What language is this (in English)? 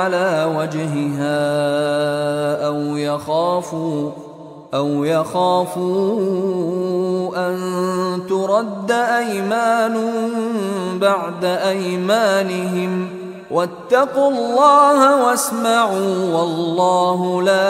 Arabic